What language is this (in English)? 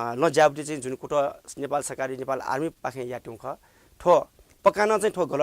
Newari